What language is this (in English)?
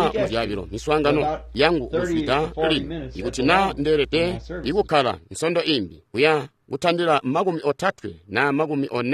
Tonga (Zambia)